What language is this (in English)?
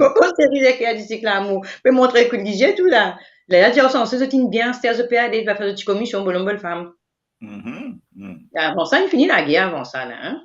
Morisyen